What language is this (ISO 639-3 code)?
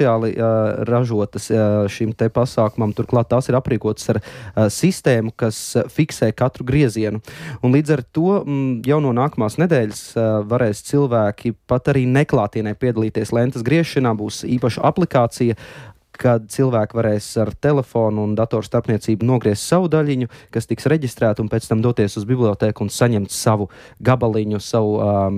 lav